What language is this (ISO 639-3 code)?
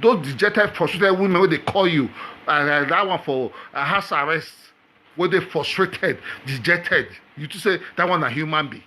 pcm